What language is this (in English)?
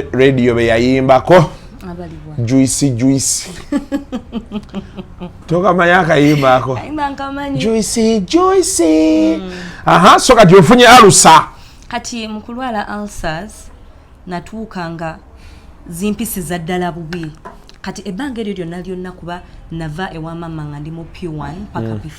Ganda